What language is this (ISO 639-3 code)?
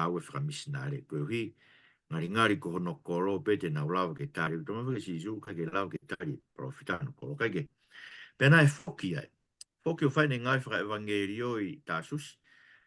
ton